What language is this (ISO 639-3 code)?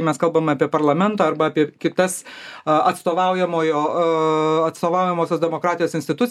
lit